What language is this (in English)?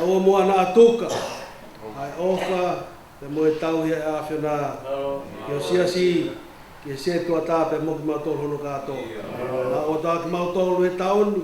Tongan